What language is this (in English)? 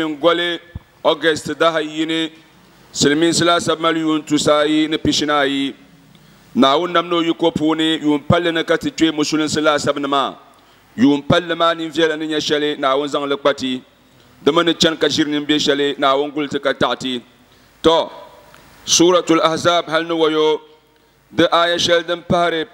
Dagbani